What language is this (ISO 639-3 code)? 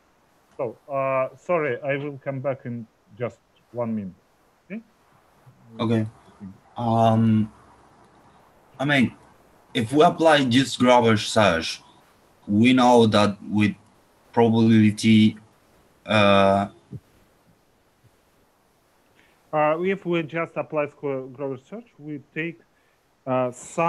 eng